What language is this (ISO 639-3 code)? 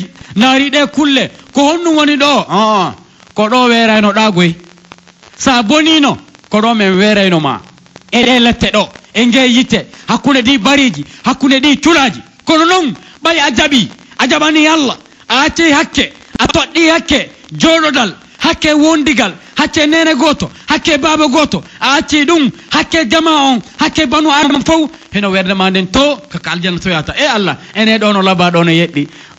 fuf